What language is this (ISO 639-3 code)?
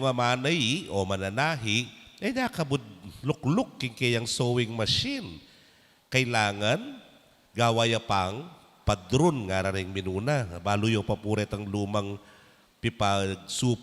pam